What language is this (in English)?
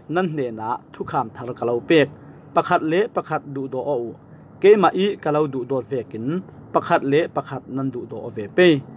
Falam Chin